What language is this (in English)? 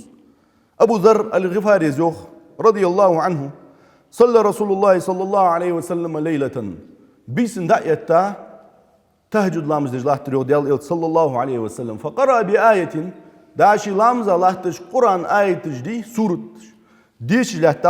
Ingush